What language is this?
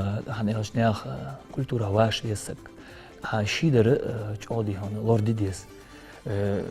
Ingush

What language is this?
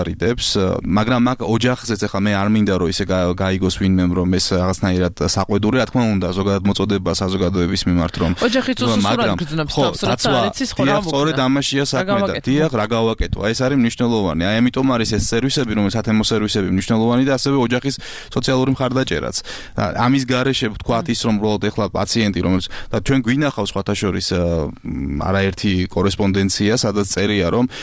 Georgian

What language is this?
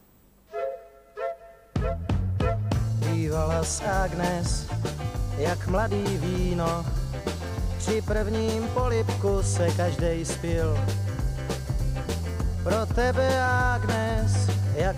Czech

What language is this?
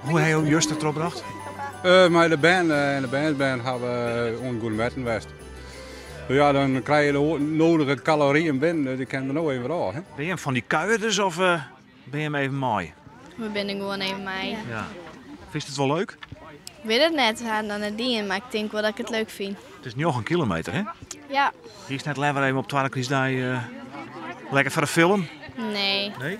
Western Frisian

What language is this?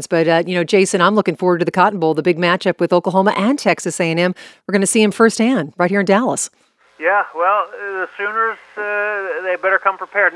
English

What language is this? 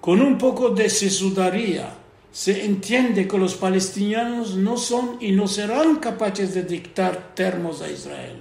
Ladino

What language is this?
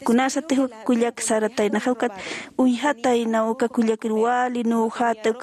Aymara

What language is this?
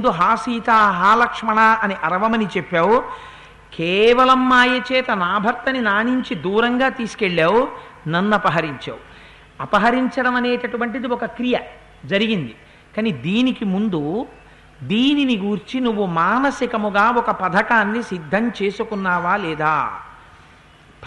Telugu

